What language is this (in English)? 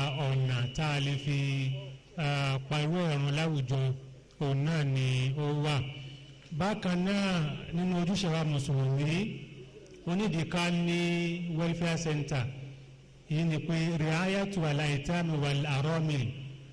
Yoruba